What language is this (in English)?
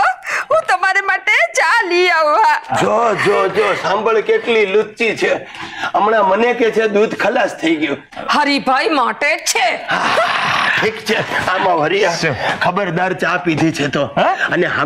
Gujarati